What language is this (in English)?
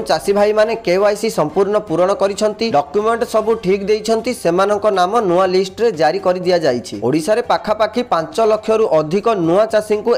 Odia